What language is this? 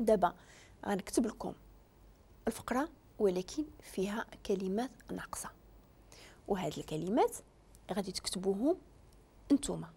Moroccan Arabic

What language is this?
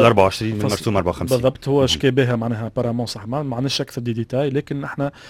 Tunisian Arabic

